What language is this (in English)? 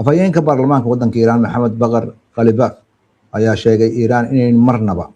Somali